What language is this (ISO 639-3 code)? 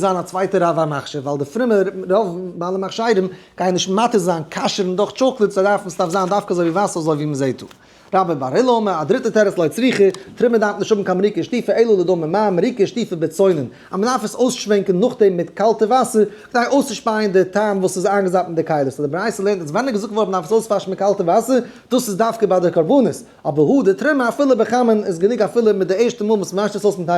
yid